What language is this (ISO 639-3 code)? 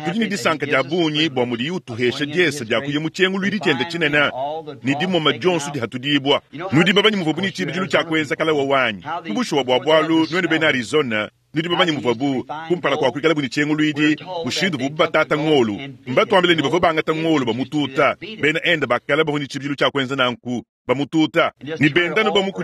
lua